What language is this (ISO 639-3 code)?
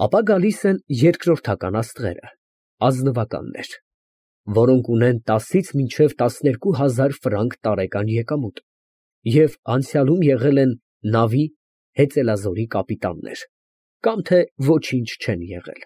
hye